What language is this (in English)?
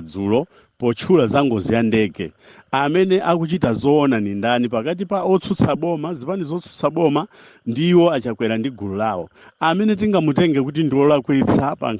Nyanja